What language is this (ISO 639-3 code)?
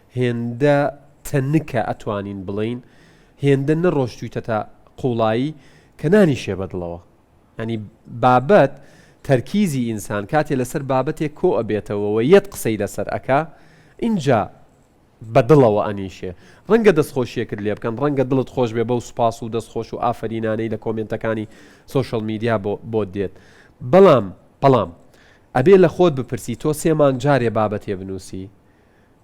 ckb